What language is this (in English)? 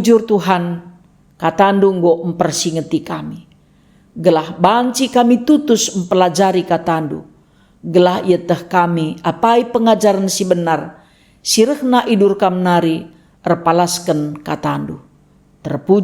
Batak Karo